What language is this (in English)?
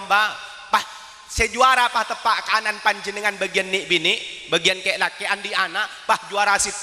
Madurese